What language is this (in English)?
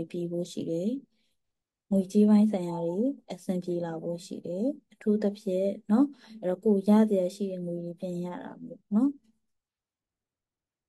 Burmese